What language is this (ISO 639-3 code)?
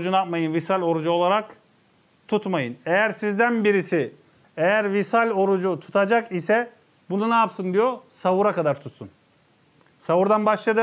tur